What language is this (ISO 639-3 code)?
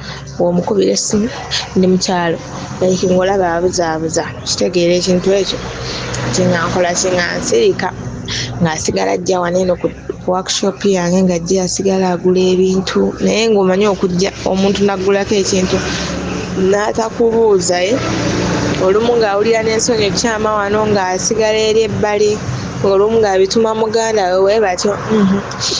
lug